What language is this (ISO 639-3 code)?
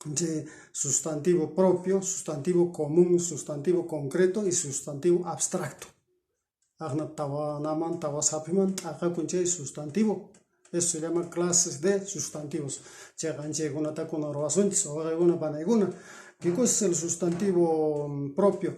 que